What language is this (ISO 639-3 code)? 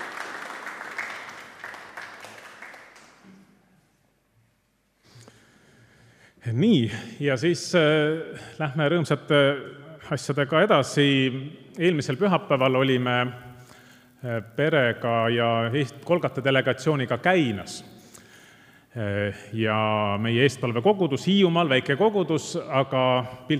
est